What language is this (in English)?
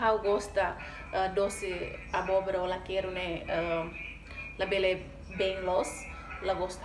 Tetum